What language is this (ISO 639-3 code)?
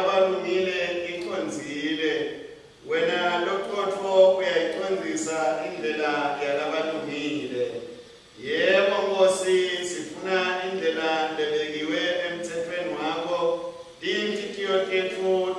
ssw